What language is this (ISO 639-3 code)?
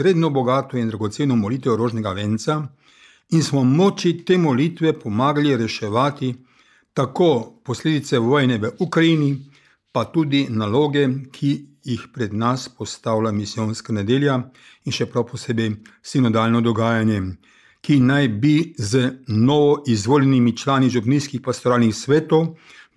slv